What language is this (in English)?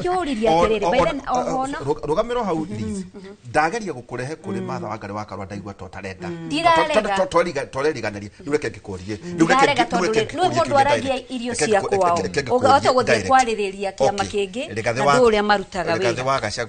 Kikuyu